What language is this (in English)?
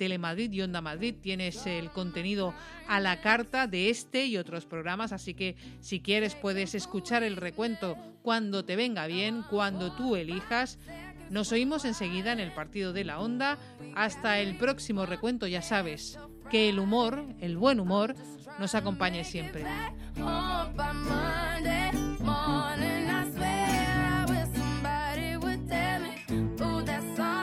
Spanish